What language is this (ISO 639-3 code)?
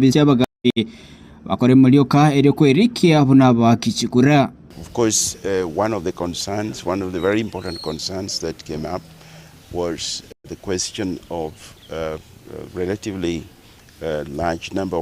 guz